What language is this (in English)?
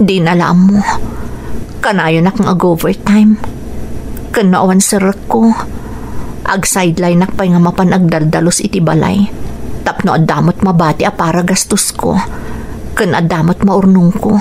Iloko